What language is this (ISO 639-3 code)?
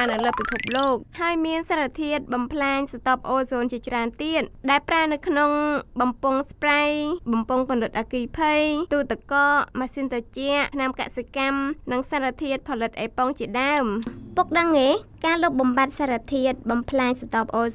khm